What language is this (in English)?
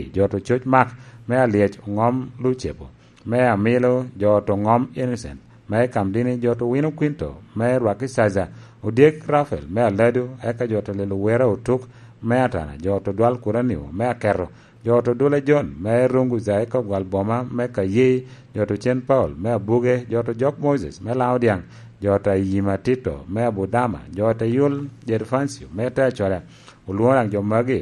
Lango (Uganda)